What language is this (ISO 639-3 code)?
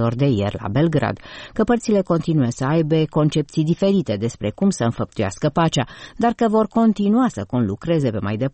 ron